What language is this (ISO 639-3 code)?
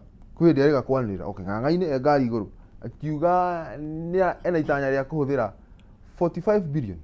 kik